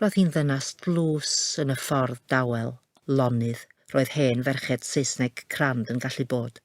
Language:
Welsh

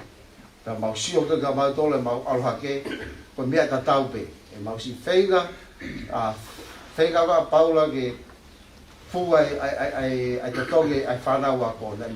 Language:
Tongan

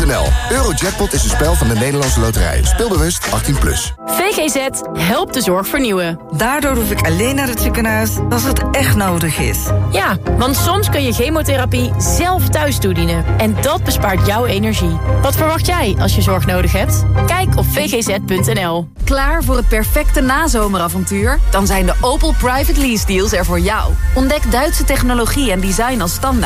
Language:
Dutch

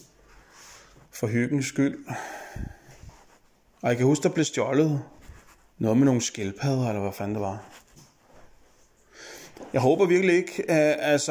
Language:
Danish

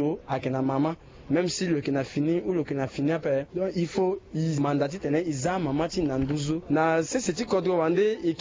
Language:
Sango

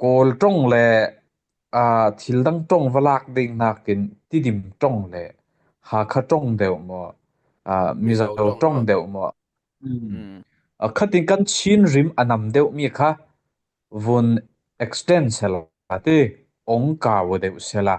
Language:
Falam Chin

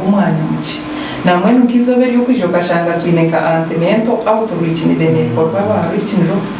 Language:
Nyankole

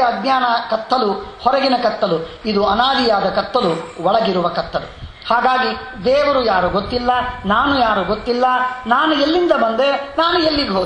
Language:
Kannada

